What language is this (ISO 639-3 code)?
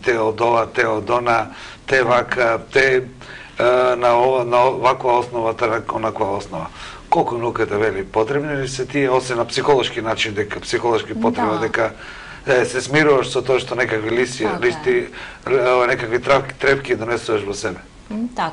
mkd